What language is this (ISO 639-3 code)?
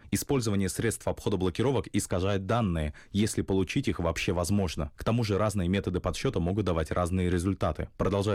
rus